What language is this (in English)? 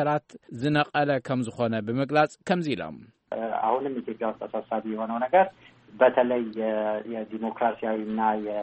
Tigrinya